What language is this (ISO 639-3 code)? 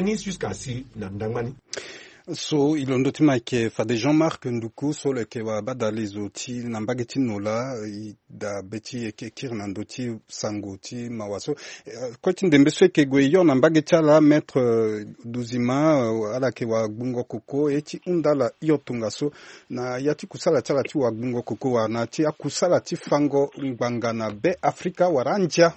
sag